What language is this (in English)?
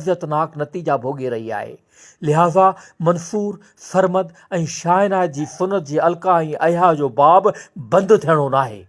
Sindhi